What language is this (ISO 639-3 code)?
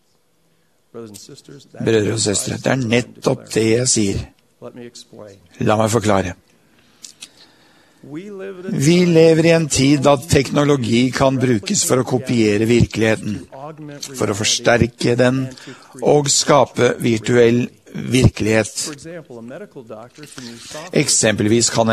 nor